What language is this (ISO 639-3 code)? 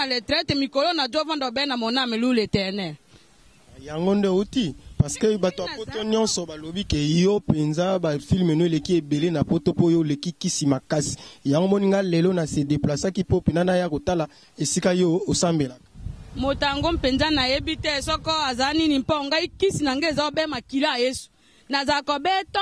lin